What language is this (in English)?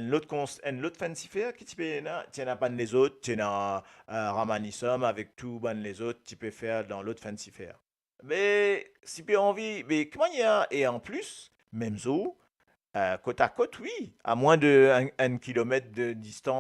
Morisyen